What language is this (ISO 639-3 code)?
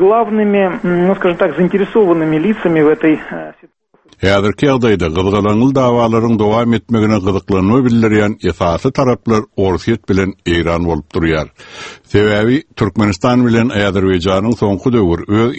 tuk